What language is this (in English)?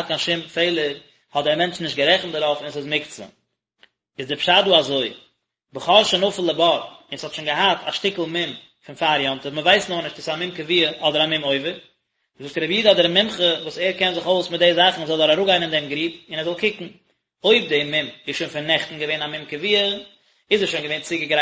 Yiddish